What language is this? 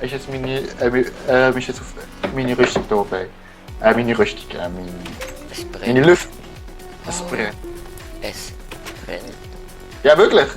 Swiss German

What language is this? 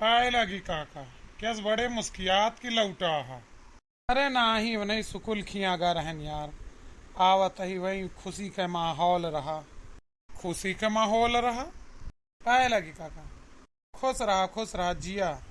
Awadhi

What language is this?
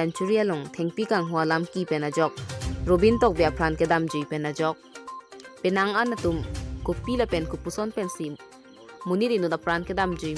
Karbi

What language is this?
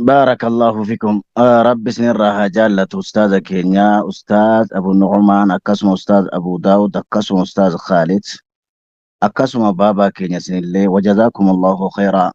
Oromo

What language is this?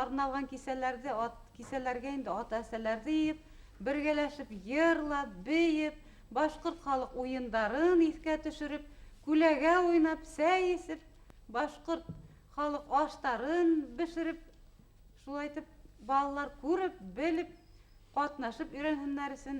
Bashkir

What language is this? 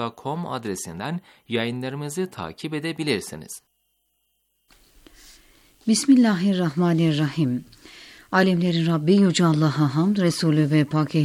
Turkish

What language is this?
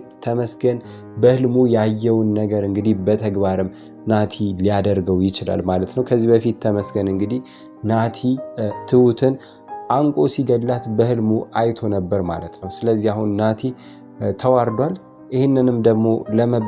Amharic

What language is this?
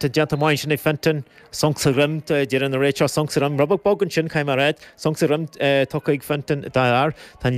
Irish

